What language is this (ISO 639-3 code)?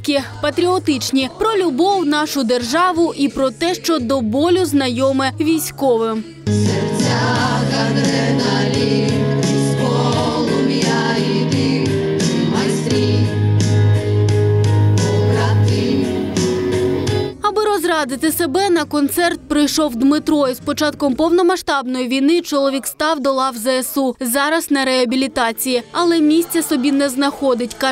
ukr